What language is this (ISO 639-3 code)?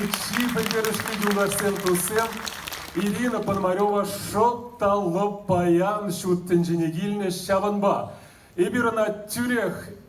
chv